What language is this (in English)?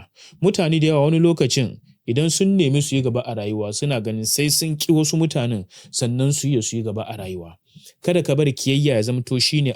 Hausa